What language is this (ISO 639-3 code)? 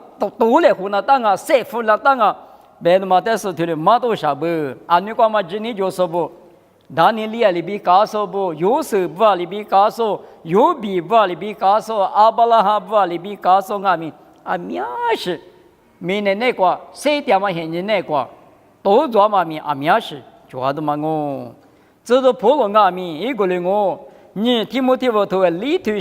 lis